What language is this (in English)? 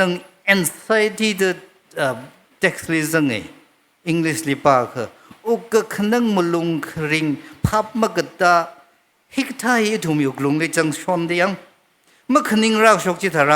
Tangkhul Naga (India)